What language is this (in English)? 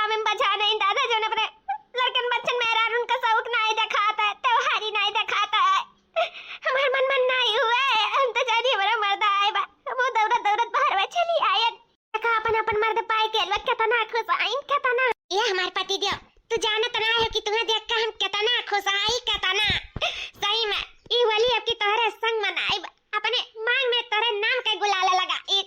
Awadhi